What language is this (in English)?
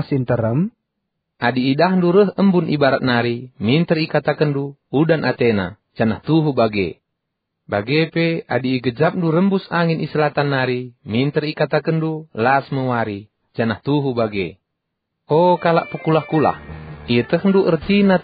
Batak Karo